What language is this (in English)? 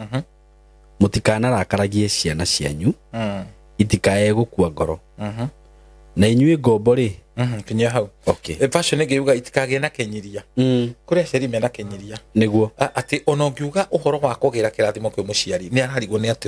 Kikuyu